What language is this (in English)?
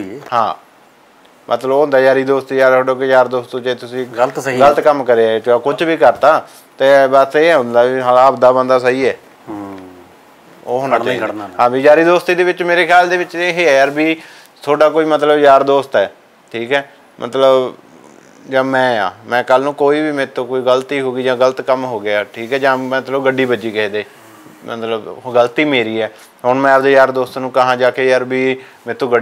Punjabi